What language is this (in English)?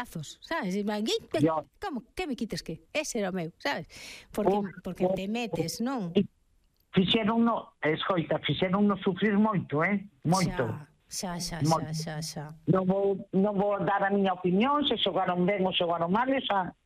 Galician